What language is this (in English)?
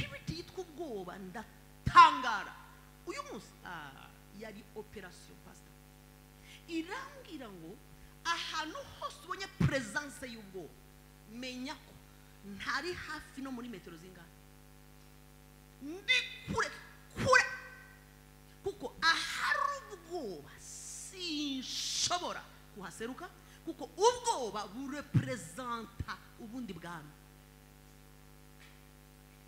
Kinyarwanda